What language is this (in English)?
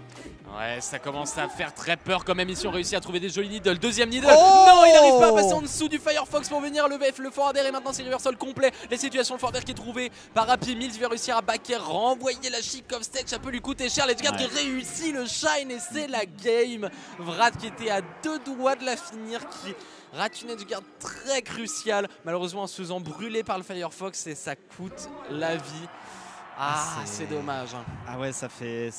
French